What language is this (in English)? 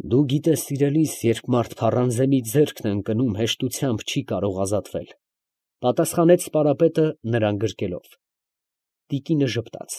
Armenian